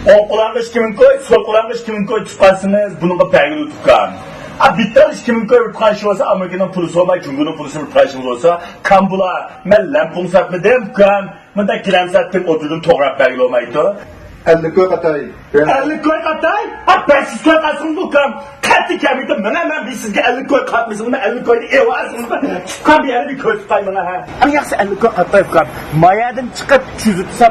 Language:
Uyghur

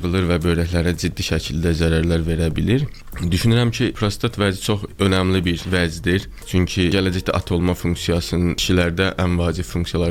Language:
Azerbaijani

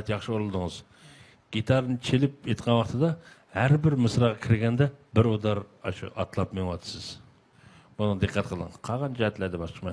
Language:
Uyghur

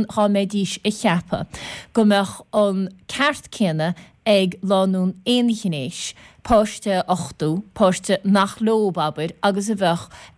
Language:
Irish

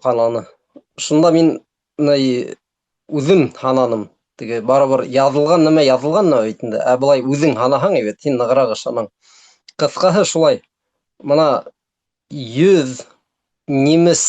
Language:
Bashkir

